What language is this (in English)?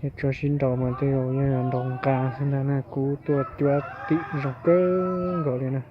Hmong